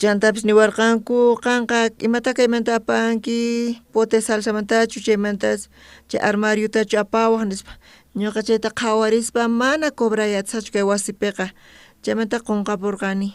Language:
South Bolivian Quechua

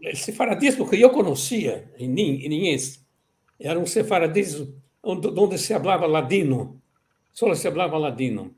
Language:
Ladino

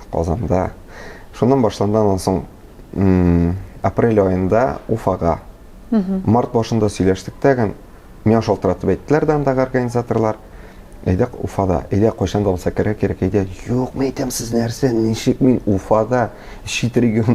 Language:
Tatar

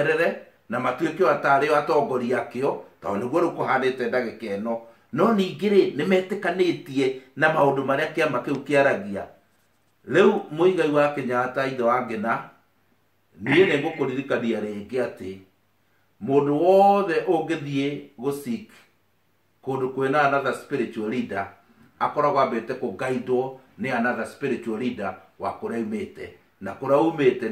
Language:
Kikuyu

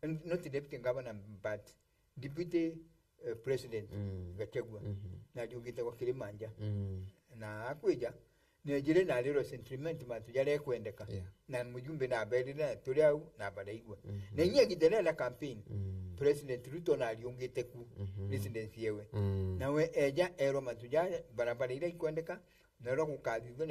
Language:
Meru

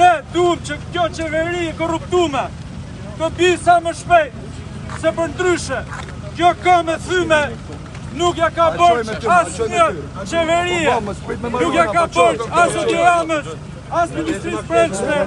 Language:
Albanian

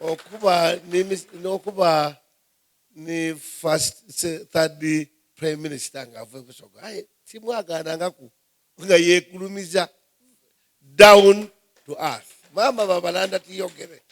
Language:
Soga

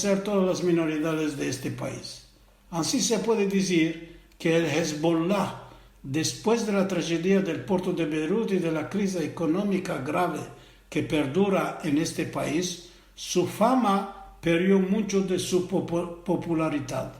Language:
Ladino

